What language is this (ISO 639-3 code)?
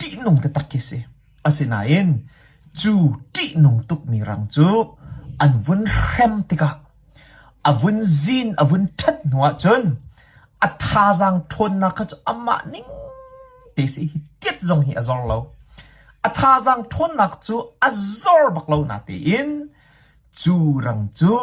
cnh